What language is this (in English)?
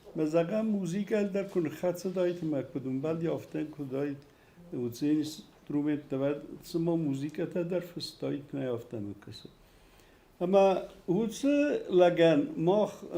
Ossetic